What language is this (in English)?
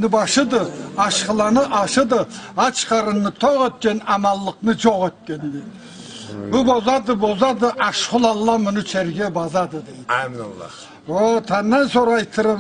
Karachay-Balkar